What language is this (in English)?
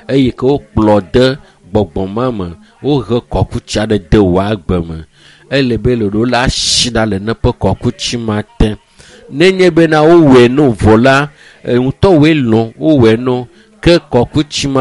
Ewe